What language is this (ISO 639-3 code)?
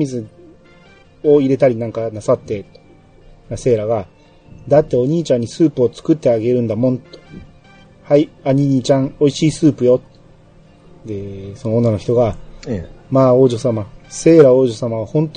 jpn